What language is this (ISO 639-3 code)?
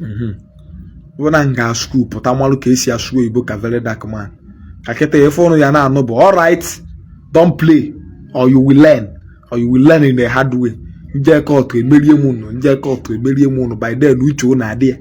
ibo